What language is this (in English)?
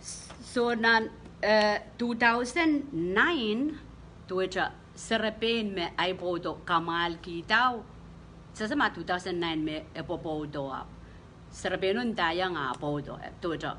Pohnpeian